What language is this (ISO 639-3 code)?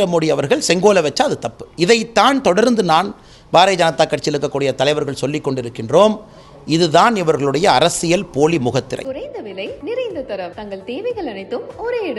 tam